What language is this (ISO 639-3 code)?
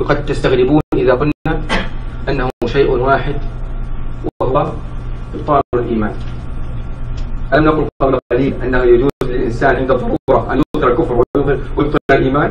ara